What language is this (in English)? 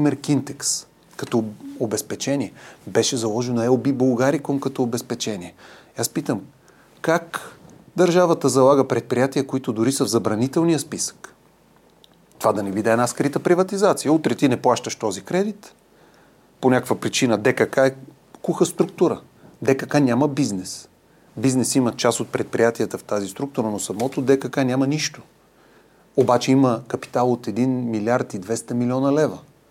Bulgarian